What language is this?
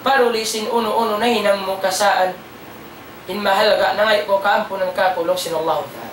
Tausug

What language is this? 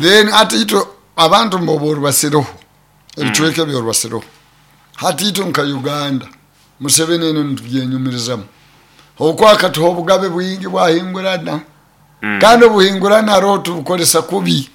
Nyoro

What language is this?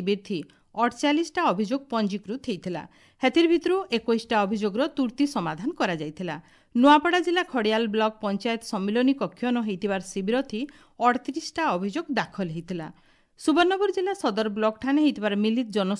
Odia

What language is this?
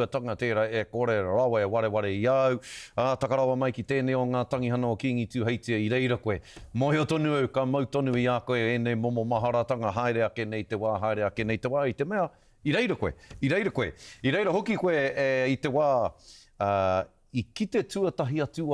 Māori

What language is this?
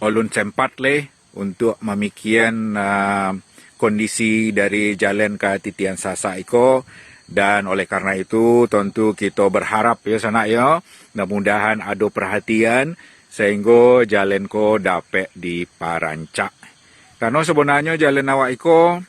Minangkabau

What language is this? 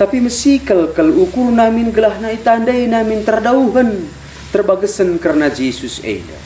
Batak Karo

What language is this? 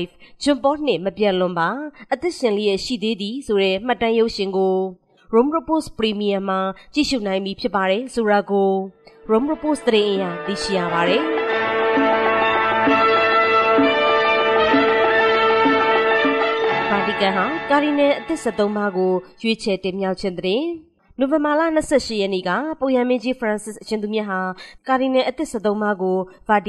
Burmese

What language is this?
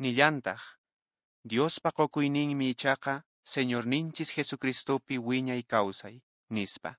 Quechua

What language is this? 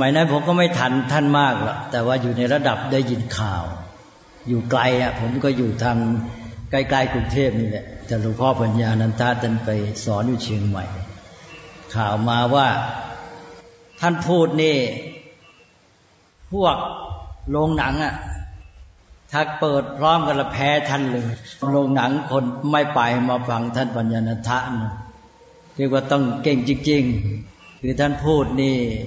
Thai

